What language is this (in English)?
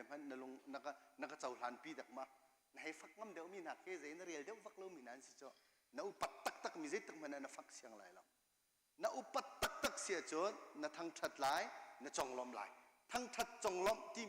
Hakha Chin